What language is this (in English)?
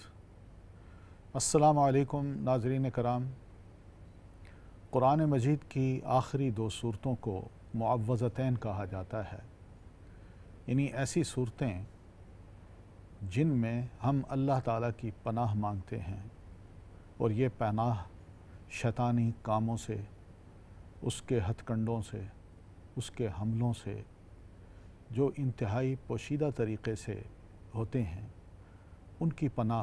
Urdu